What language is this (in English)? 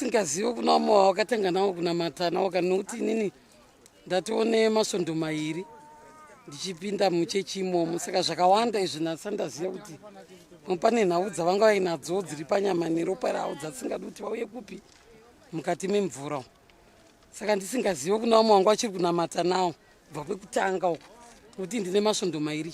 Shona